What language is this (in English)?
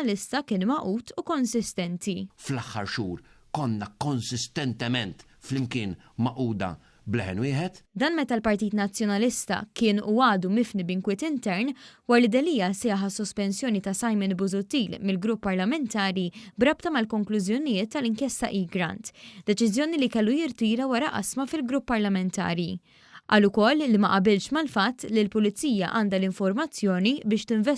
Maltese